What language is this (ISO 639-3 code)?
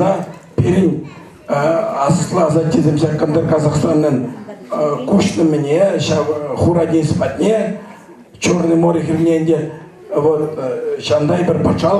chv